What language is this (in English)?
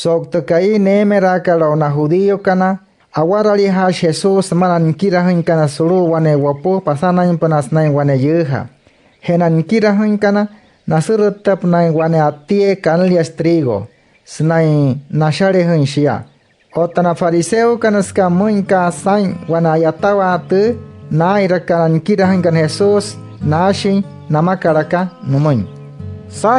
Wayuu